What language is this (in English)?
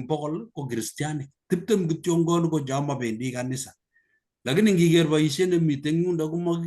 Kalenjin